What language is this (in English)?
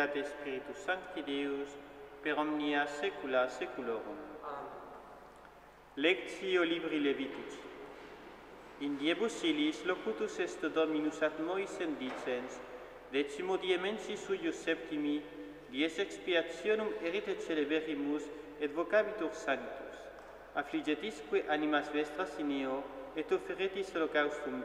Latin